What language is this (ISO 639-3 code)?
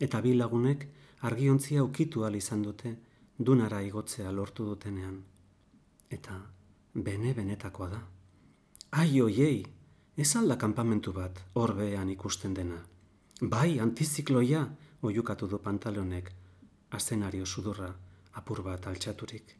eus